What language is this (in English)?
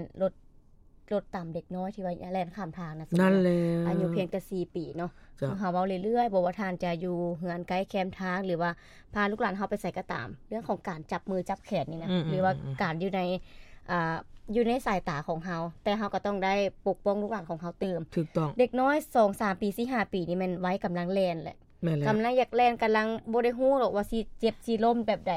Lao